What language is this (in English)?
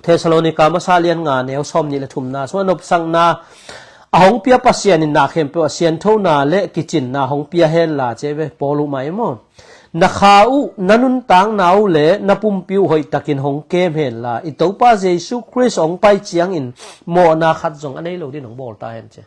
Tedim Chin